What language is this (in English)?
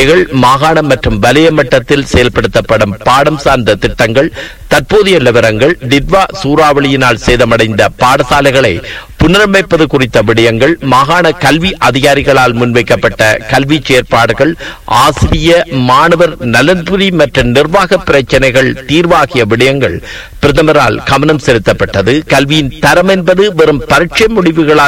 Tamil